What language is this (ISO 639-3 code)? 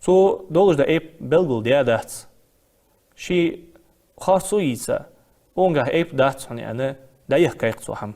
inh